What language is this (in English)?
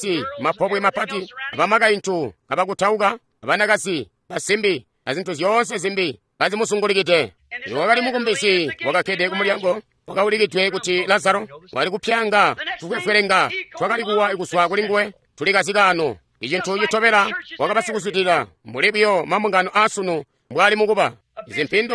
Tonga (Zambia)